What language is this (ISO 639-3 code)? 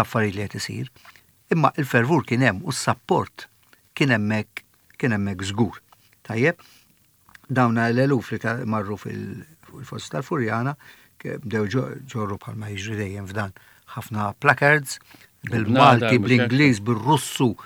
mlt